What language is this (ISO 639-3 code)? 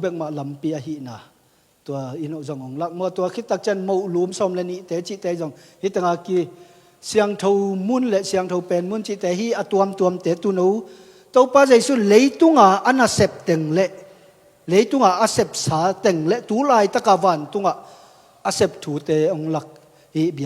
ctd